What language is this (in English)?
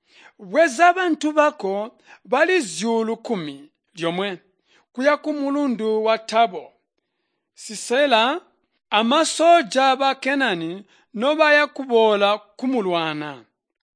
Tonga (Zambia)